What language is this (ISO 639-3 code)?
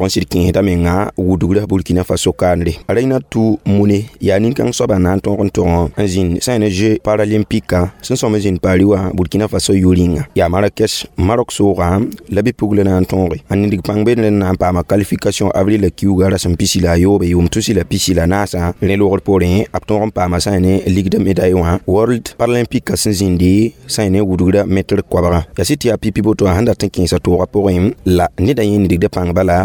mos